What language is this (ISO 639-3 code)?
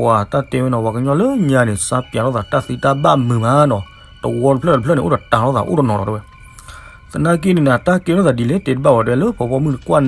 ksw